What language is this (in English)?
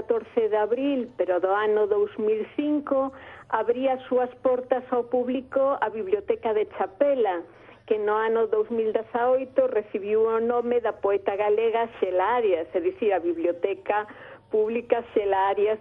Galician